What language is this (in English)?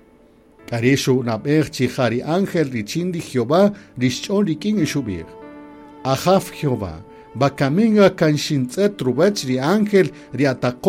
Kaqchikel